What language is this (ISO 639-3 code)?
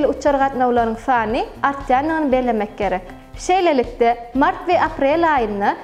tuk